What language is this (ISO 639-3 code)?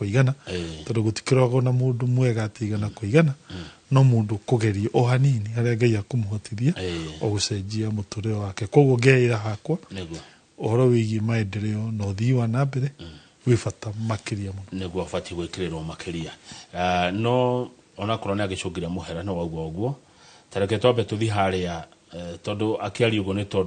kik